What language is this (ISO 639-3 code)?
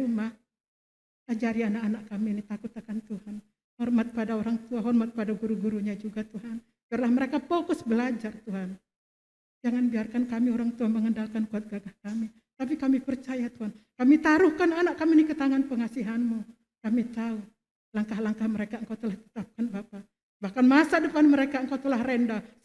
bts